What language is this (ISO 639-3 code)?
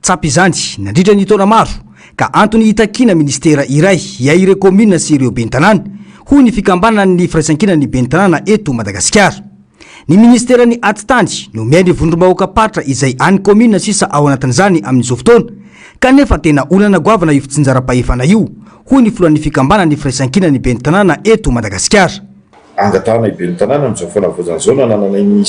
mlg